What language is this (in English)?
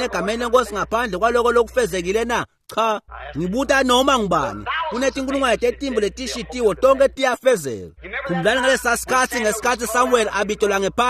Swati